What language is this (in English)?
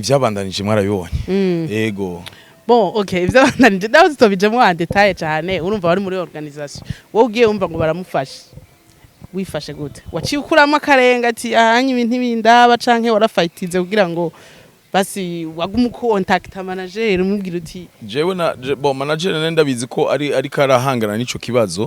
Rundi